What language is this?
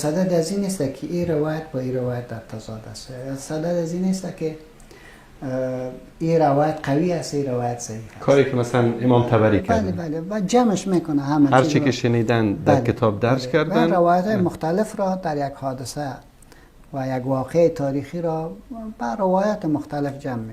Persian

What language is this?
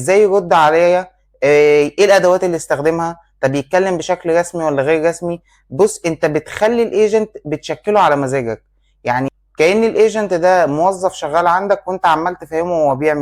Egyptian Arabic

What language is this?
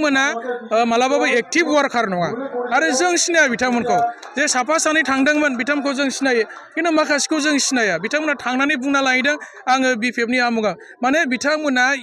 Bodo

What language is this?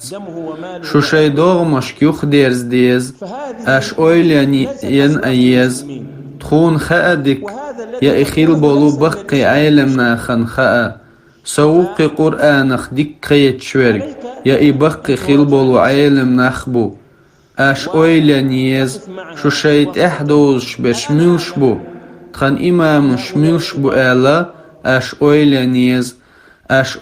Chechen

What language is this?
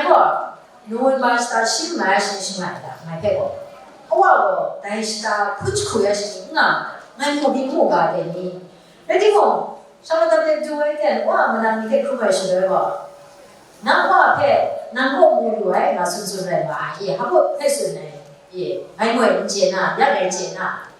Kachin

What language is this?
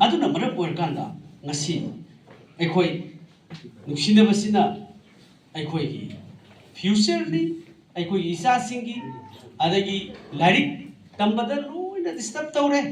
Manipuri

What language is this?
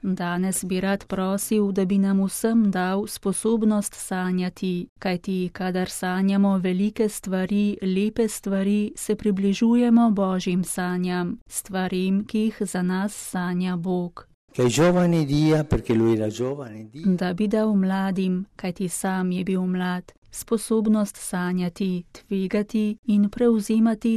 Slovenian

